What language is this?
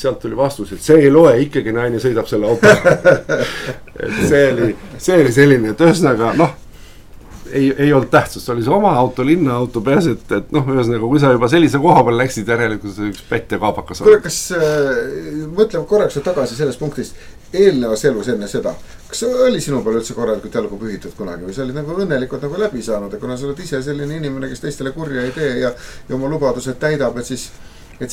Estonian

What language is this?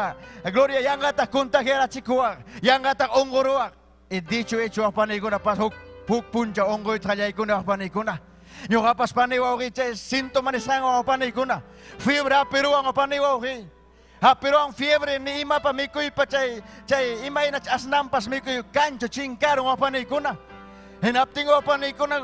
Ayacucho Quechua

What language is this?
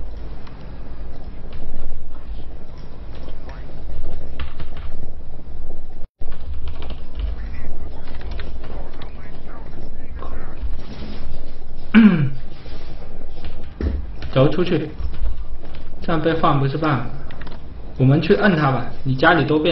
Chinese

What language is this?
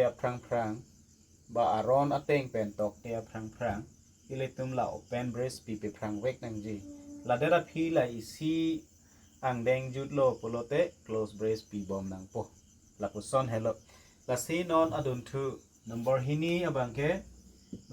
Karbi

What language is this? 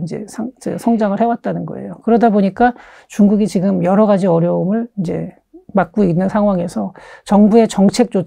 Korean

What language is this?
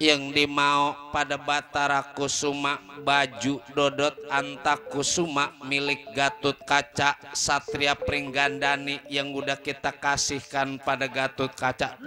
Betawi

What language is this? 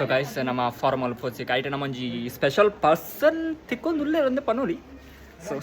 Tulu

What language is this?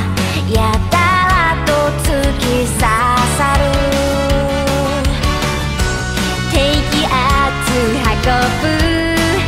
Japanese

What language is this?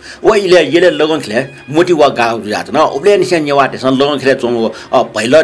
Newari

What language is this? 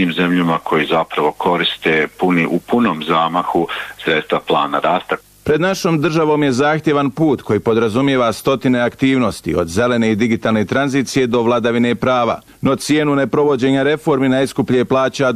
Bosnian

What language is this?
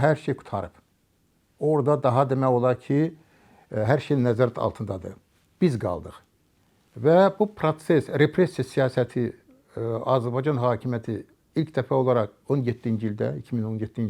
Azerbaijani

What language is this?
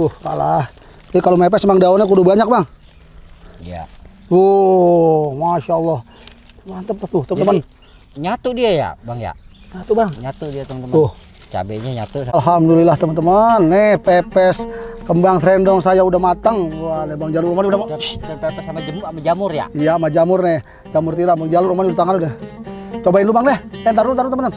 Betawi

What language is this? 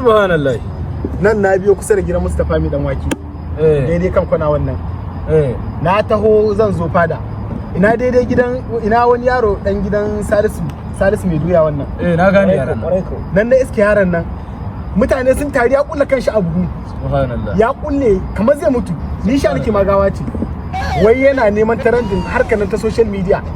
Hausa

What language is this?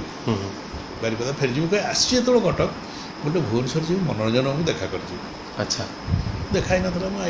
Odia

